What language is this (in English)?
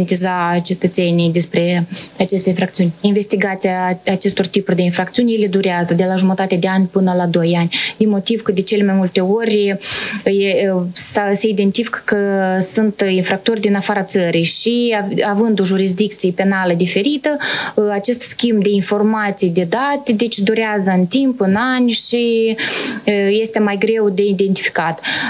Romanian